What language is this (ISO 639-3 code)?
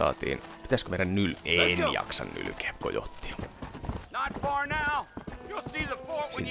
fin